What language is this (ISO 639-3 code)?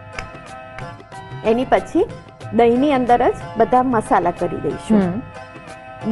guj